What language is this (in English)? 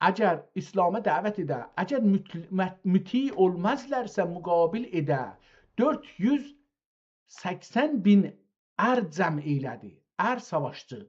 South Azerbaijani